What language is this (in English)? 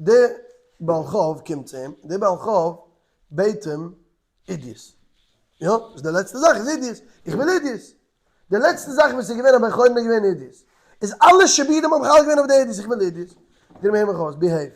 Yiddish